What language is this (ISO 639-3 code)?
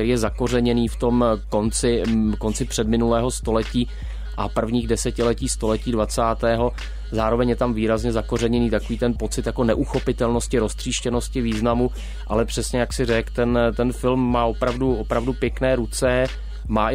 ces